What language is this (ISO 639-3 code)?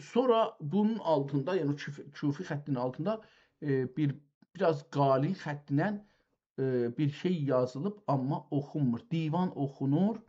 azb